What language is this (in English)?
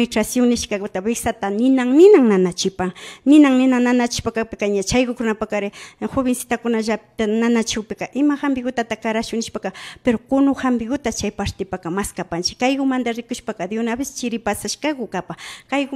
Imbabura Highland Quichua